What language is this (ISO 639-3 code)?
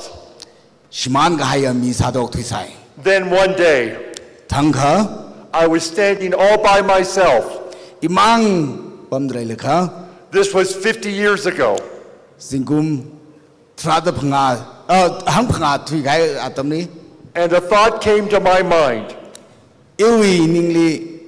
nmf